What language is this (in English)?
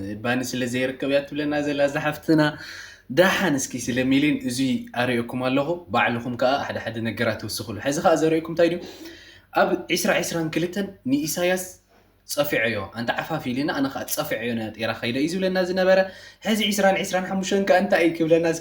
Tigrinya